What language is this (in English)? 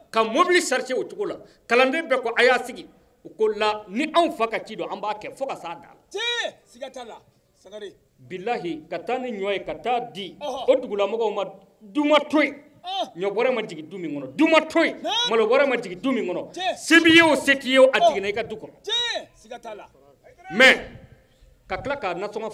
Bambara